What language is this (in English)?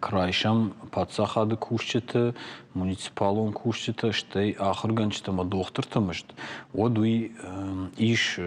Ossetic